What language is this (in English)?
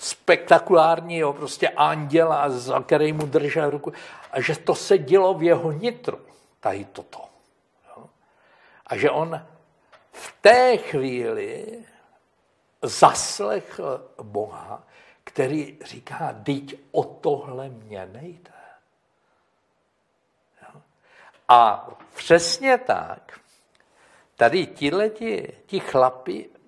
Czech